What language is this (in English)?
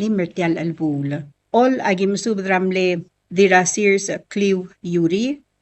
Palauan